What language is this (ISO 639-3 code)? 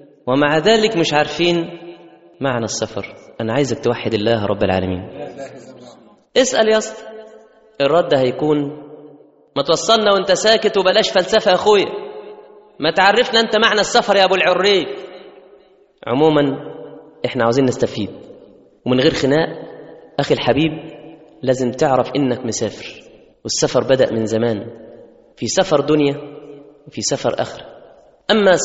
arz